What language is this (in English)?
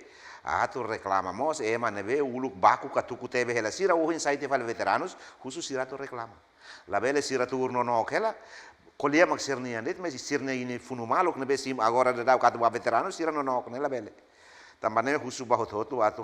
Tetum